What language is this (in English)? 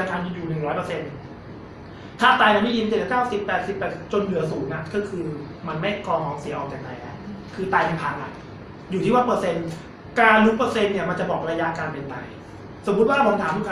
Thai